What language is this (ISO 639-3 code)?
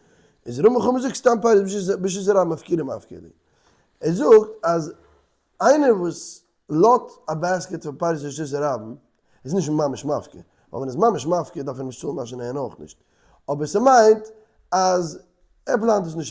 yid